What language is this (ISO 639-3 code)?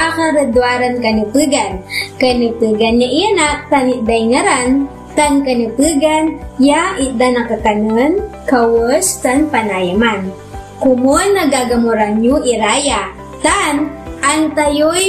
pag